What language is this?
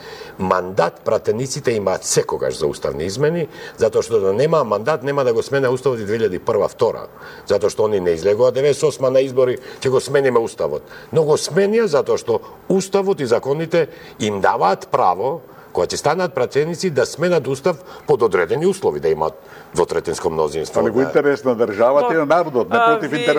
Macedonian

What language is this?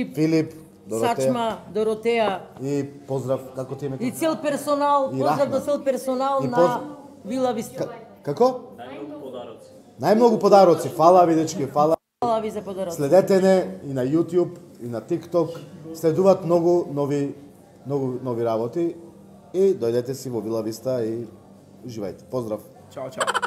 Macedonian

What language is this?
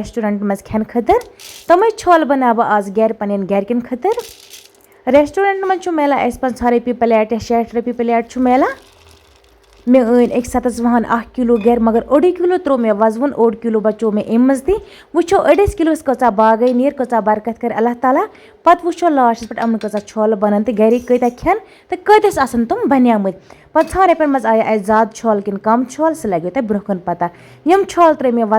Kashmiri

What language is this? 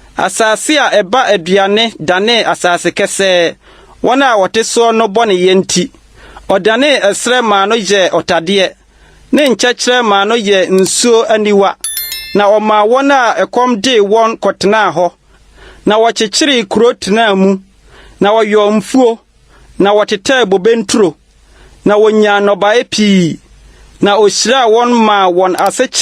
Akan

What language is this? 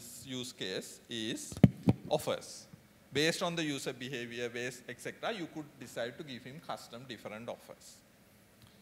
English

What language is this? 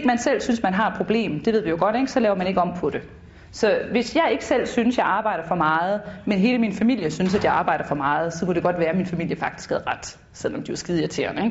Danish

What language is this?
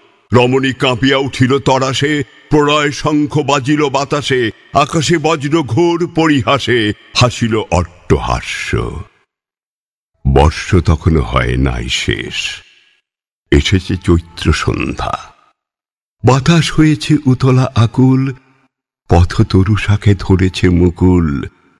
Bangla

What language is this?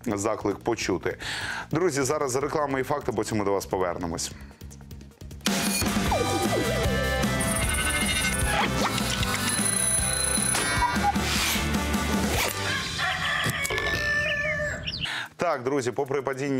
Ukrainian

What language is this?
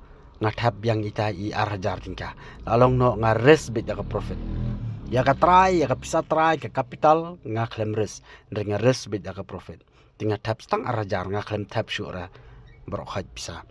Khasi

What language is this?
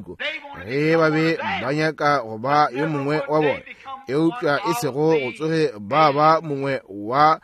Northern Sotho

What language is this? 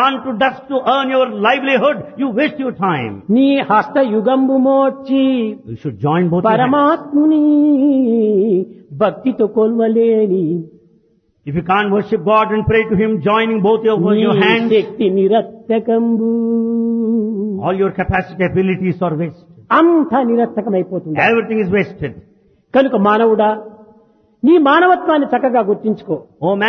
Telugu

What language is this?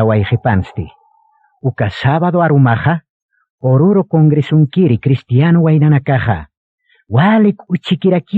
Aymara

